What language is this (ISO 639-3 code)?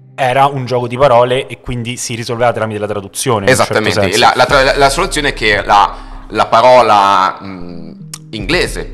ita